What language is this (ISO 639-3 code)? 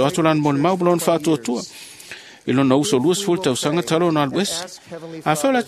smo